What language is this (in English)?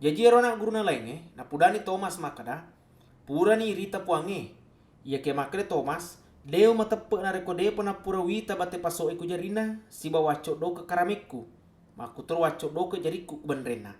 Buginese